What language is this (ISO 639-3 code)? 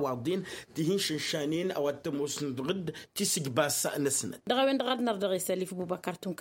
taq